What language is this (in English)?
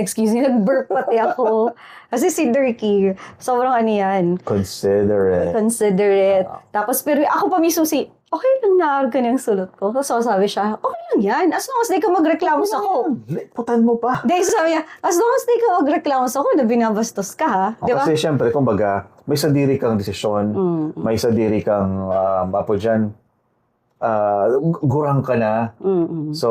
Bikol